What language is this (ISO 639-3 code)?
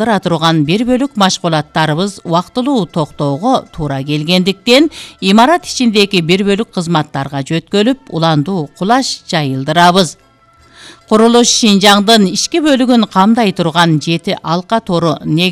kir